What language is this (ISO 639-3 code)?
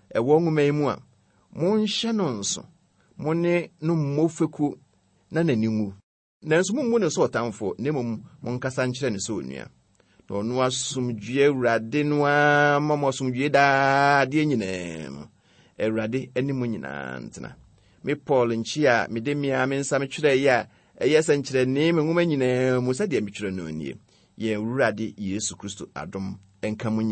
aka